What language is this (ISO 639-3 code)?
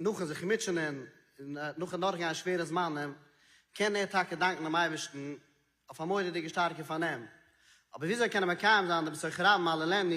yid